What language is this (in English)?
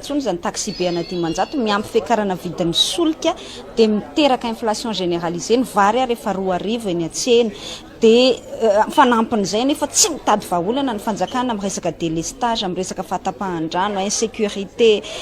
Malagasy